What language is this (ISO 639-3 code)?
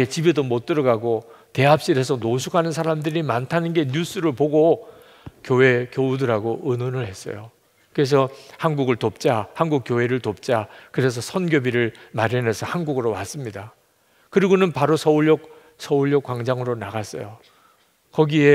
kor